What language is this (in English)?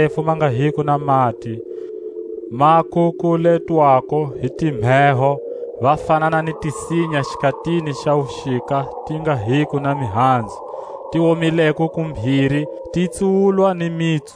Tswa